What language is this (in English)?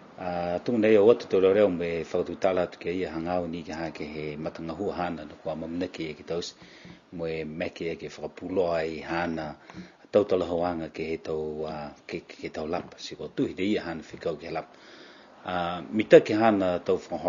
Niuean